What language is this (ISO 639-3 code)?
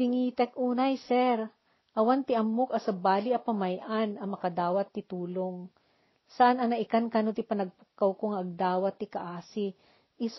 ilo